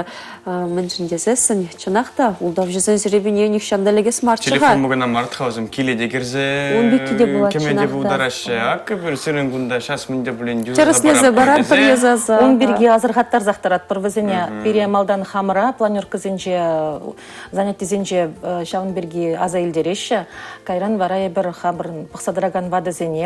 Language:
Chuvash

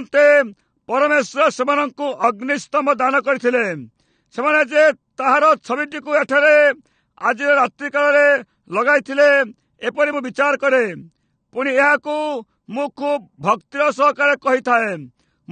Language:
Odia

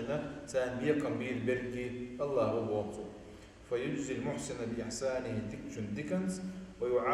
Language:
Chechen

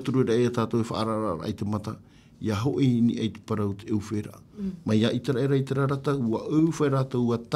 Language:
Tahitian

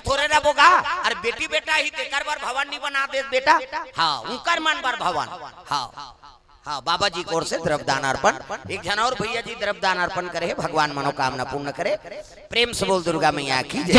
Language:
Chhattisgarhi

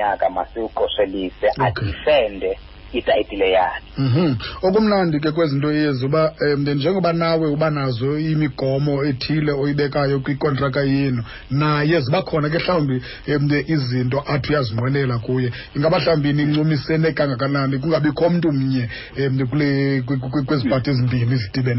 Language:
Xhosa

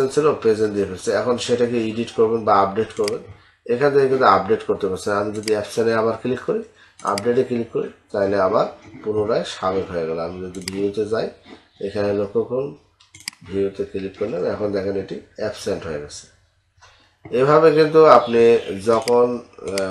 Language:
Bangla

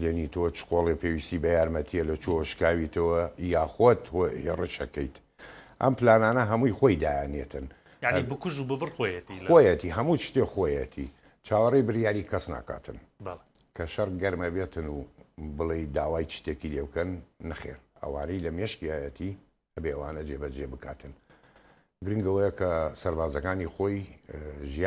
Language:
Central Kurdish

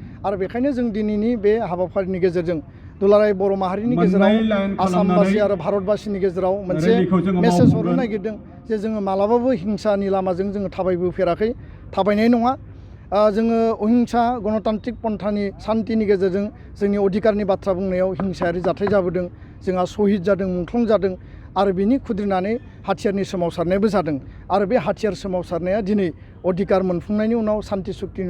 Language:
Bodo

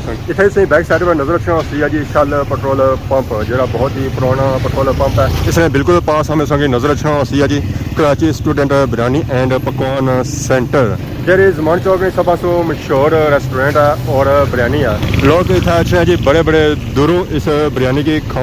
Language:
Pahari-Potwari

